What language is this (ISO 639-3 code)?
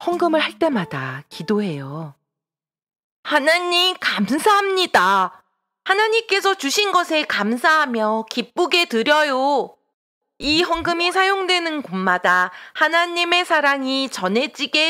kor